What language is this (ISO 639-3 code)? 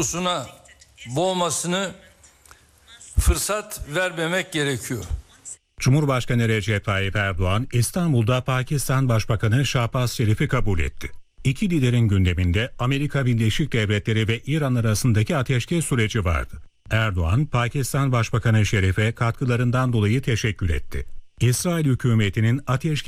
tur